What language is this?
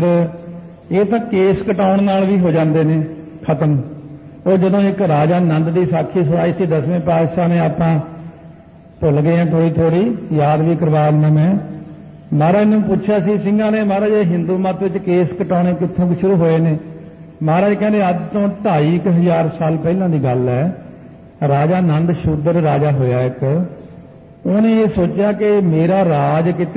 Punjabi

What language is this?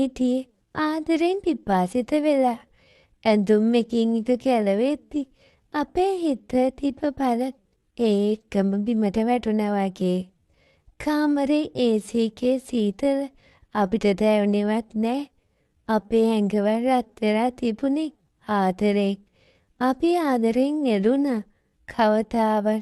Sinhala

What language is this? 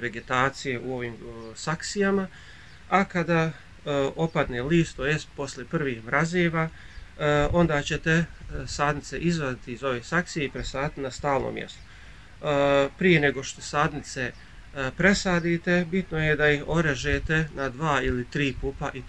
Bosnian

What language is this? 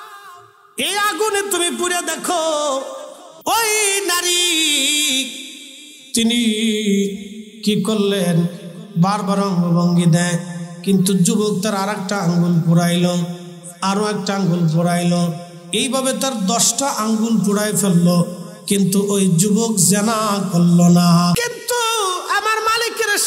Bangla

